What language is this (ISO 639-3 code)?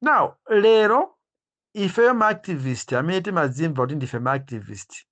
nya